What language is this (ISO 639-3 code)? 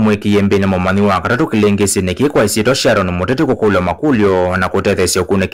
kam